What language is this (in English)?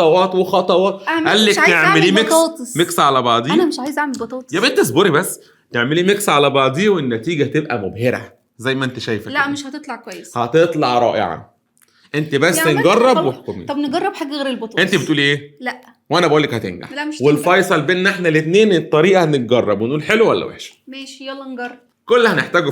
Egyptian Arabic